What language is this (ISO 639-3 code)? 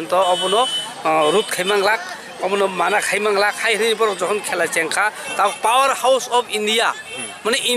trp